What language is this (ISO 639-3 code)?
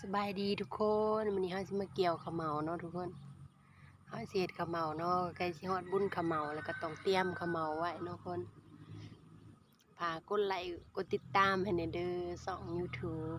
lao